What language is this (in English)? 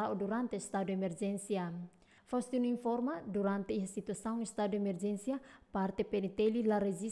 Tetum